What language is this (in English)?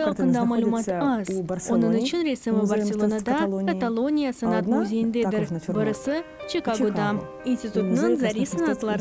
Crimean Tatar